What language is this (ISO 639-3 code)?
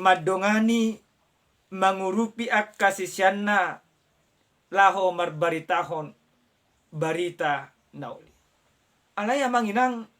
bbc